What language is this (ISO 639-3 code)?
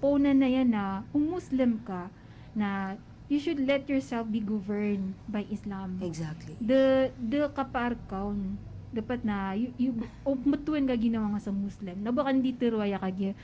mrw